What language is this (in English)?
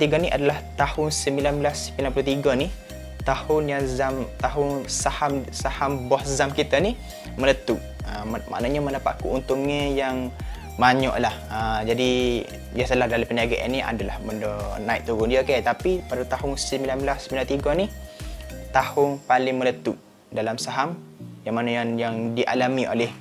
Malay